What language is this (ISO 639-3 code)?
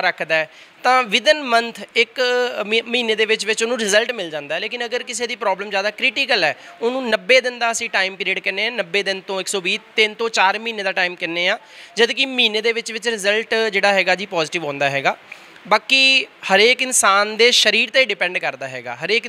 pan